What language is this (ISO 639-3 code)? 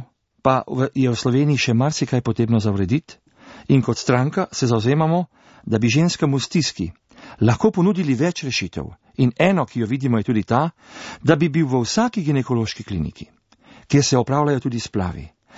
slv